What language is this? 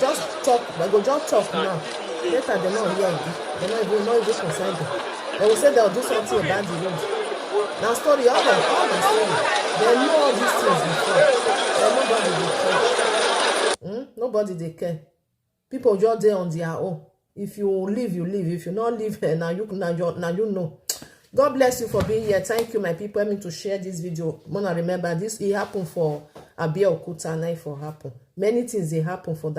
Nigerian Pidgin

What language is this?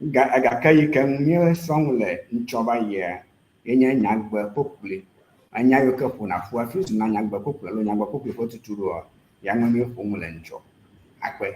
Ewe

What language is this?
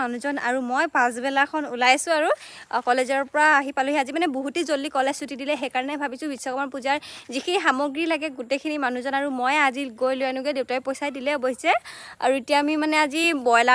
Assamese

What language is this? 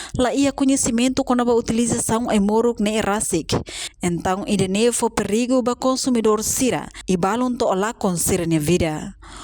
Tetum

